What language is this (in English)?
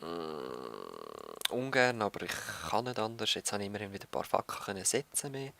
Swiss German